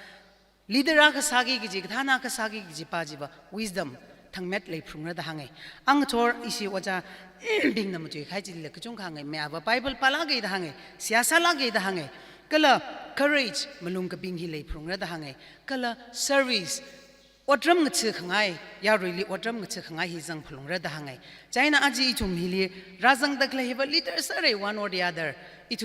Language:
Tangkhul Naga (India)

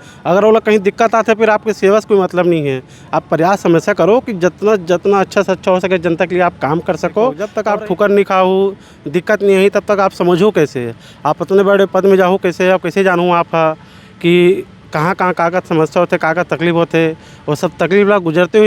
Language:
Chhattisgarhi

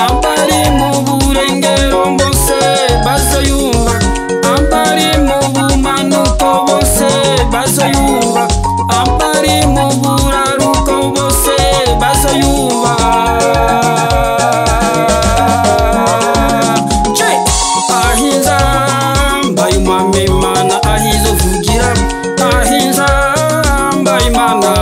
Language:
Rundi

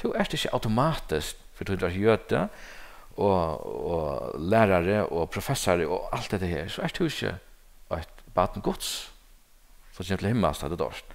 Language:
Faroese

